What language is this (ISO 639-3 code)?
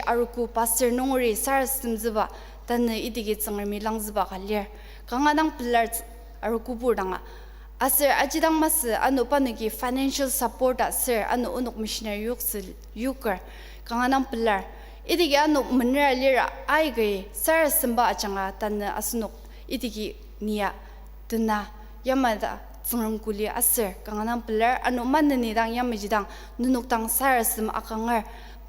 njo